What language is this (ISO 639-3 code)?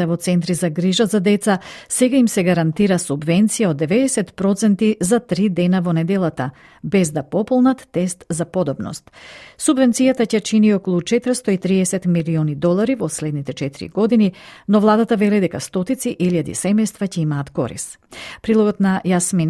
mkd